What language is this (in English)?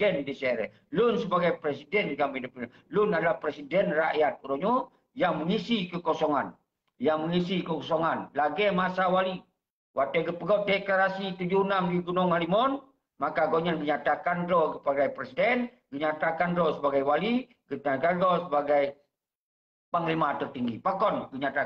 Achinese